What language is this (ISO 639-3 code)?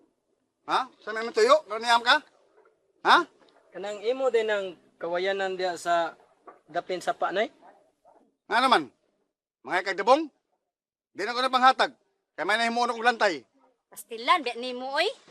ceb